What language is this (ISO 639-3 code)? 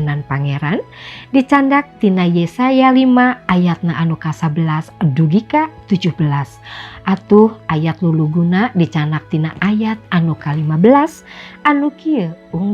sun